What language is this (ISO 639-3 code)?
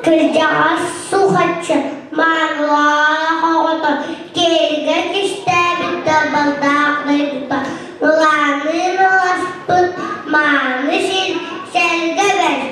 sah